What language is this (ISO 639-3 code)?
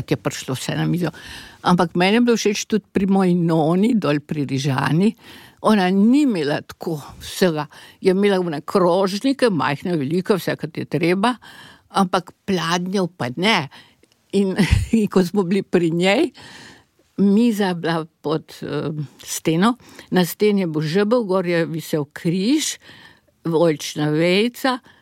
slv